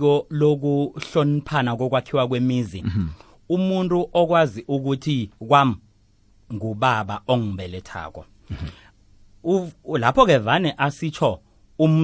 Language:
South Ndebele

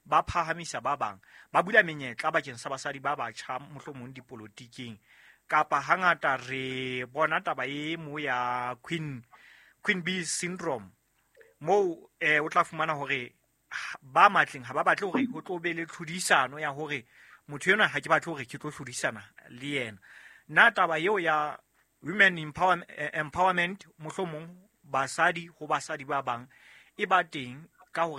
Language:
Southern Sotho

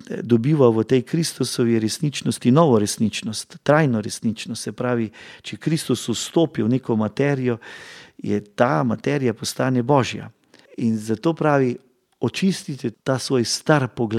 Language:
Slovenian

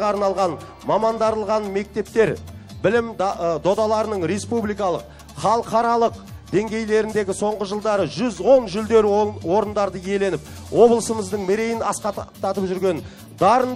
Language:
Kazakh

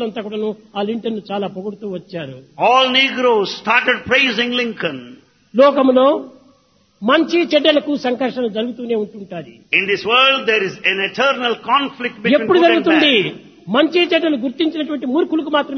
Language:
Telugu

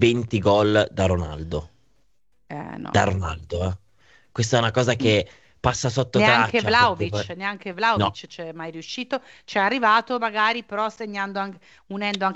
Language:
Italian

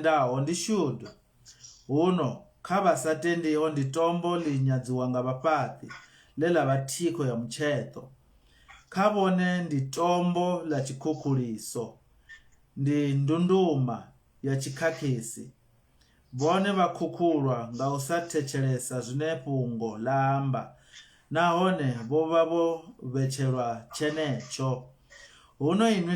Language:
Venda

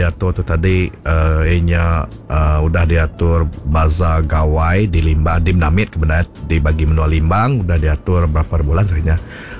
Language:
Iban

